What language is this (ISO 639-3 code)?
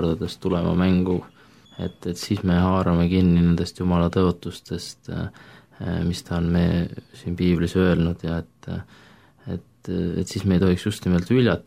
est